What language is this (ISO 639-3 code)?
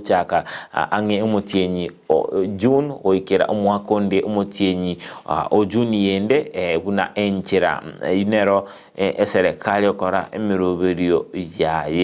guz